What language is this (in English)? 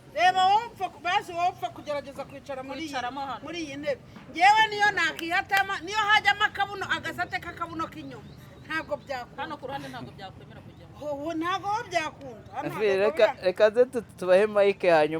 Kinyarwanda